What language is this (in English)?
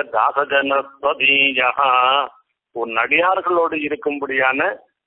Tamil